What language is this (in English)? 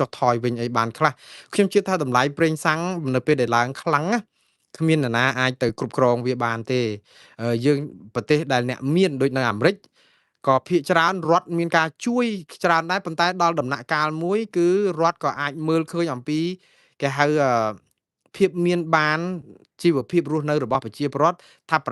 Khmer